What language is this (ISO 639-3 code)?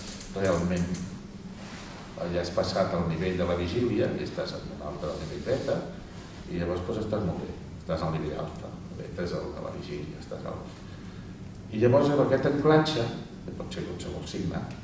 cat